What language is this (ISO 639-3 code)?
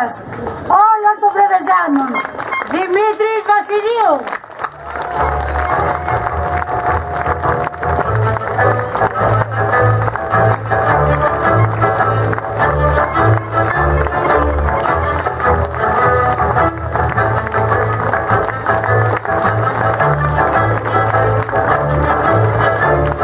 ell